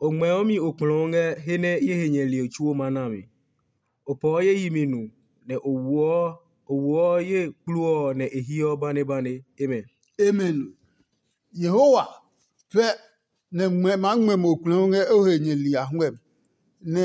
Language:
Adangme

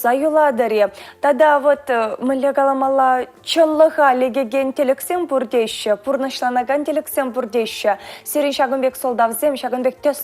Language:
Chuvash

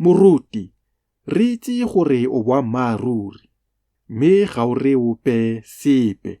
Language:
Tswana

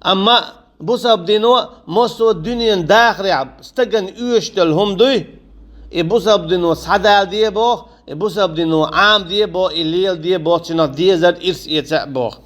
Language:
Chechen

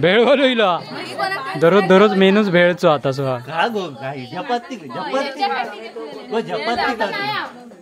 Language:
Konkani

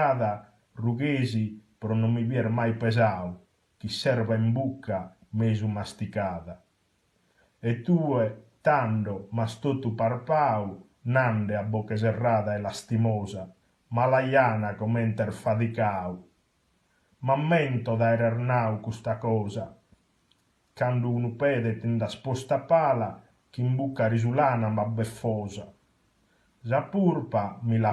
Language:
Sardinian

